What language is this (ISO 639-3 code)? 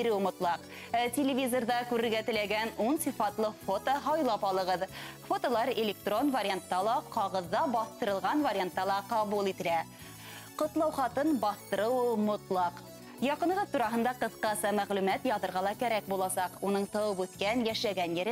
bak